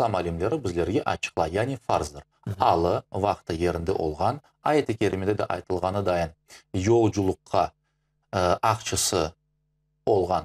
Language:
Crimean Tatar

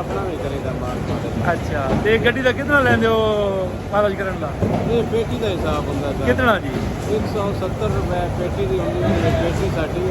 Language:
Saraiki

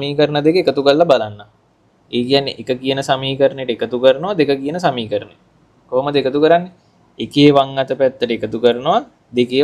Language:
Sinhala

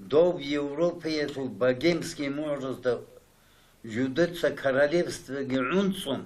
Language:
Avaric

